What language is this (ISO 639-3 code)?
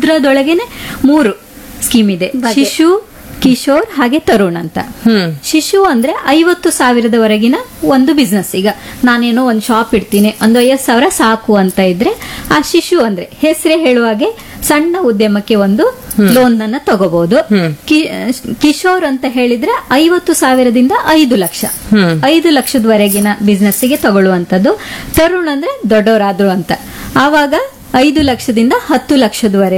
kan